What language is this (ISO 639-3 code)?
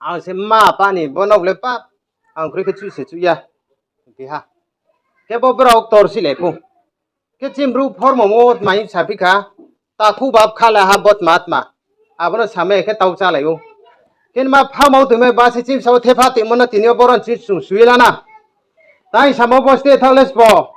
ria